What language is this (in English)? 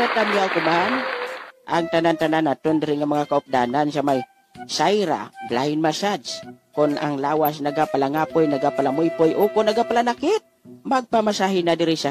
Hiligaynon